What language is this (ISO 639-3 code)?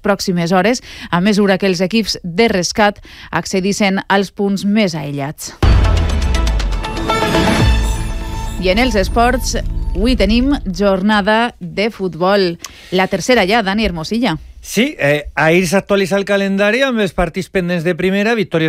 cat